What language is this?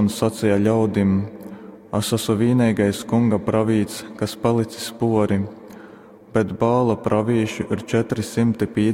Latgalian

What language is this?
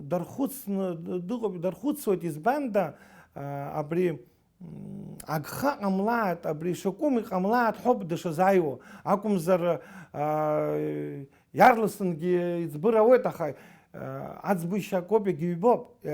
Abkhazian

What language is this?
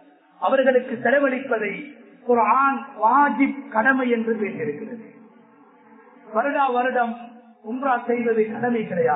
Tamil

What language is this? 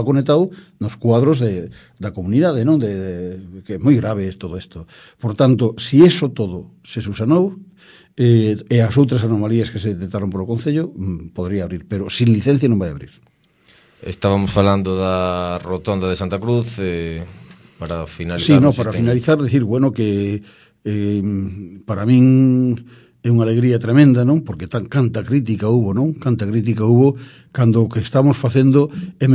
Galician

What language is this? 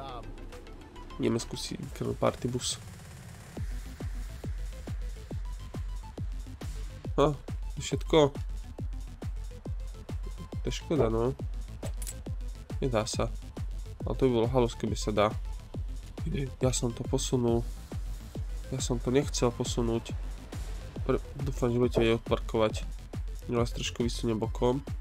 Slovak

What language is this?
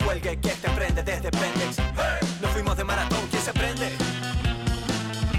Spanish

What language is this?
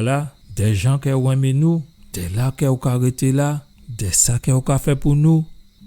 Guadeloupean Creole French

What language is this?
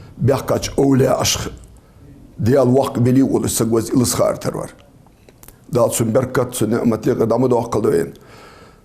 Ingush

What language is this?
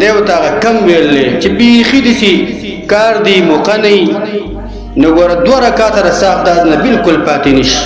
Pashto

